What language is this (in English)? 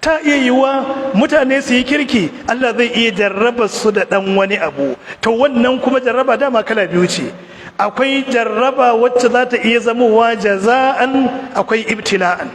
Hausa